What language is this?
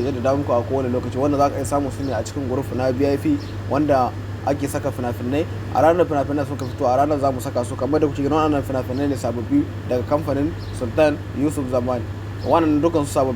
Hausa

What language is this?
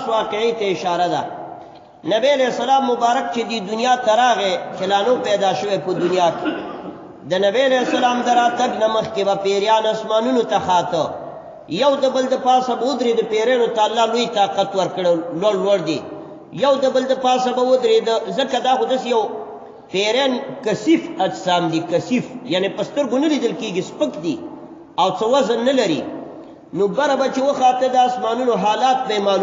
Pashto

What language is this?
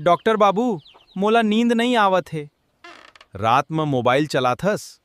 Chhattisgarhi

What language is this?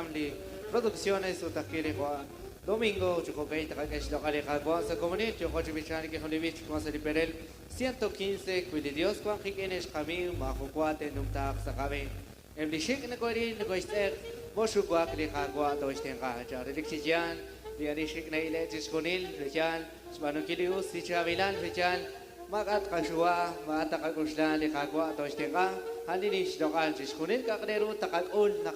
Kekchí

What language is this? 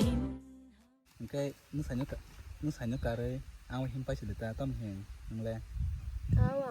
Kok Borok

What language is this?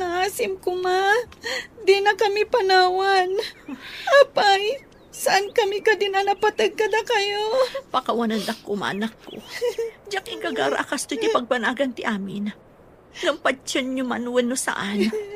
Iloko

